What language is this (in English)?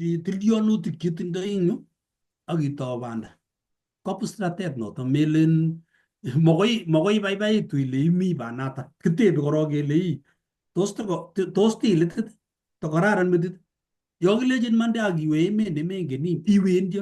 Kalenjin